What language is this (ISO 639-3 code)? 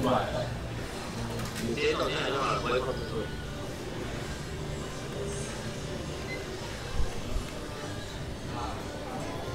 zho